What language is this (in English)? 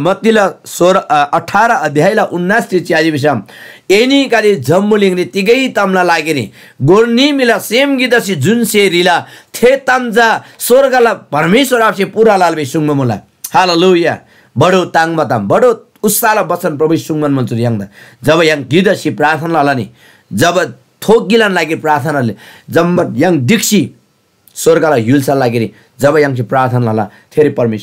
Eastern Tamang